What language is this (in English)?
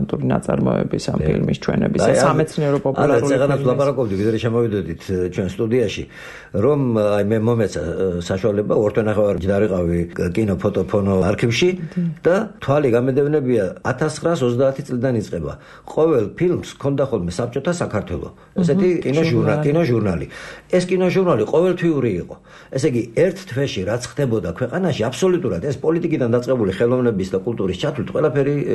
Georgian